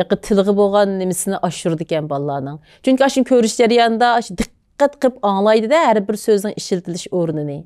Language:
Uyghur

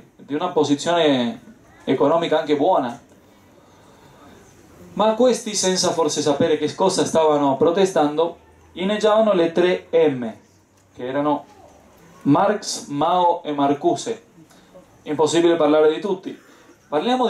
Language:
Italian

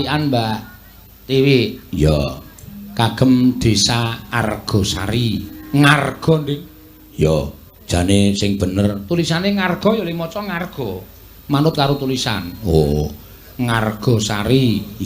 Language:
Javanese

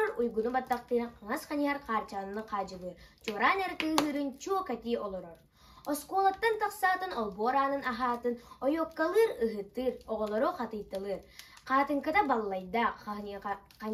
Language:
Yakut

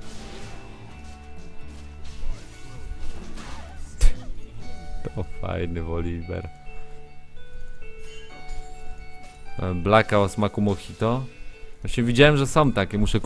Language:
Polish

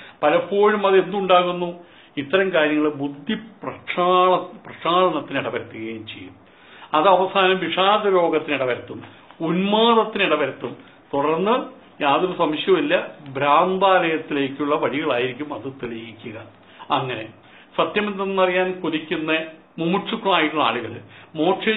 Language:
Malayalam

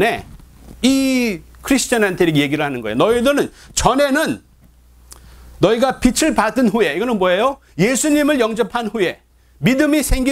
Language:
Korean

